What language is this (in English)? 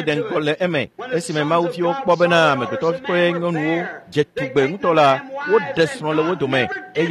Ewe